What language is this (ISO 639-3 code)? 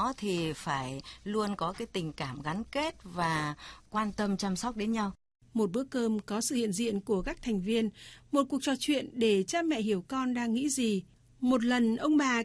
vie